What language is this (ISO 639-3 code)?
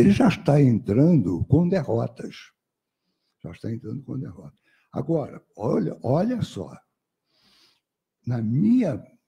por